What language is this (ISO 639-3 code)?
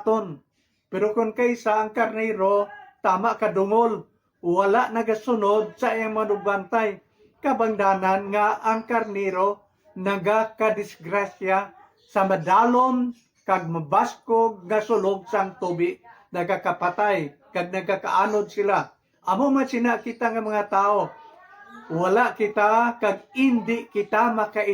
hil